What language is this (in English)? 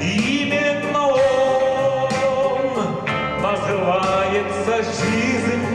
Yakut